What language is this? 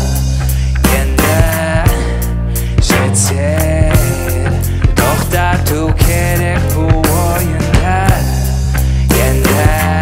Kazakh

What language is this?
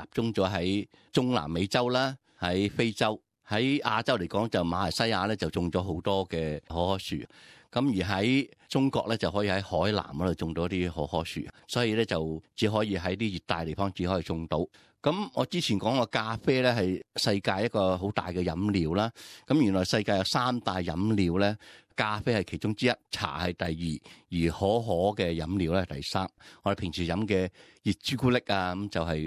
Cantonese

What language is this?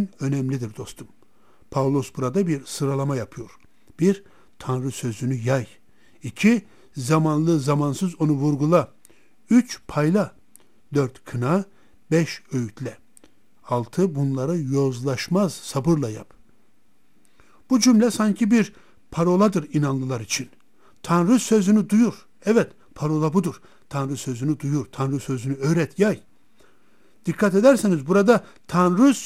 Turkish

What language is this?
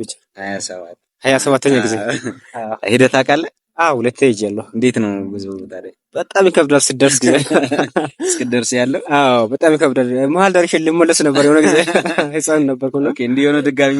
Amharic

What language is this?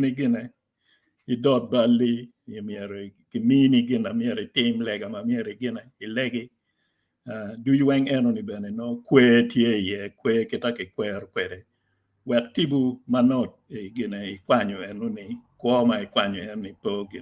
Acoli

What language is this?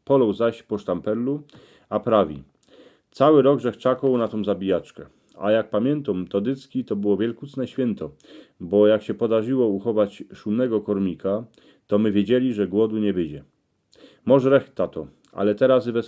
Silesian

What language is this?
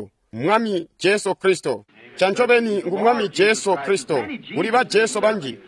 Tonga (Zambia)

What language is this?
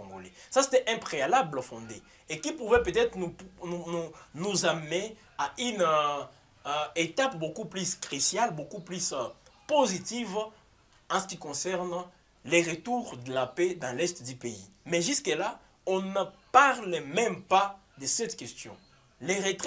French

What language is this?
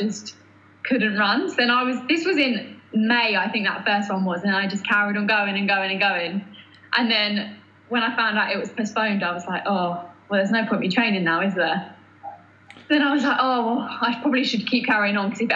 English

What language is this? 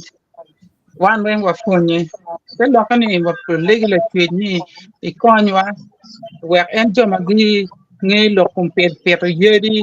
Acoli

